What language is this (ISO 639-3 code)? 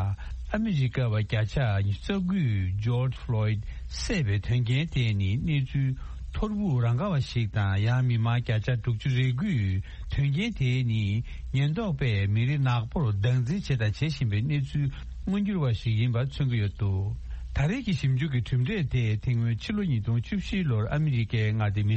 bod